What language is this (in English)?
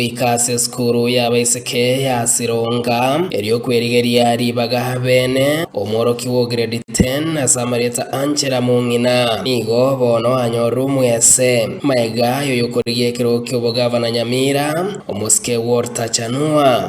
Gusii